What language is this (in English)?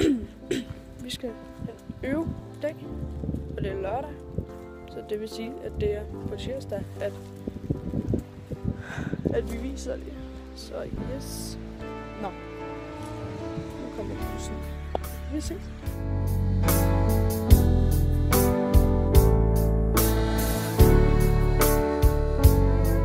Danish